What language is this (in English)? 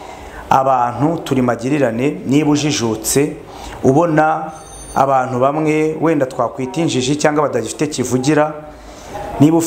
Kinyarwanda